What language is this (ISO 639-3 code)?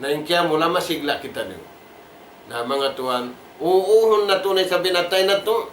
tsg